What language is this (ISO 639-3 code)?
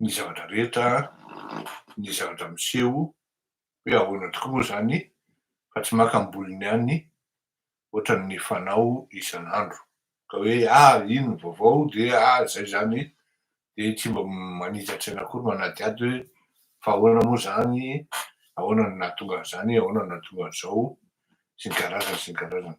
mlg